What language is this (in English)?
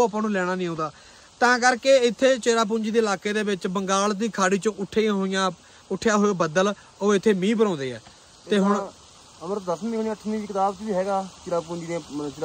Punjabi